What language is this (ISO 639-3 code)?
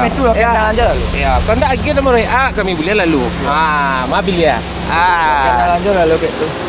min